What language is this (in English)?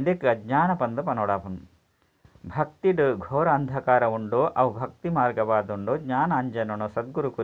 Tulu